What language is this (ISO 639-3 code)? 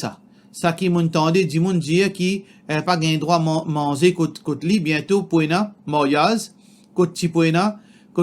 mfe